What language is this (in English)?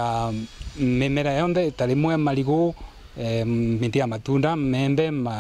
Meru